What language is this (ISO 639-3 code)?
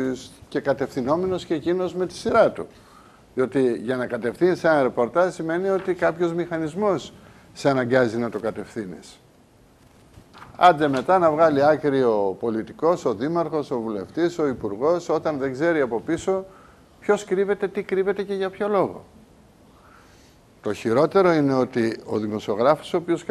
ell